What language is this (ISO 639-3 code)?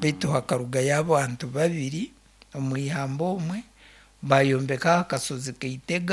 nyn